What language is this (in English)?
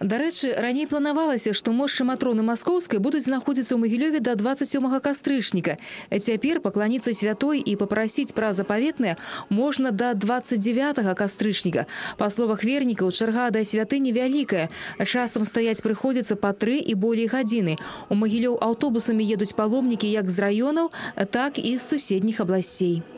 Belarusian